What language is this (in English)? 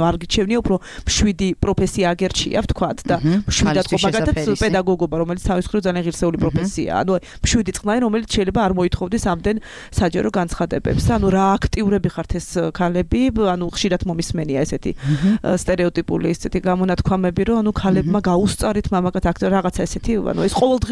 Georgian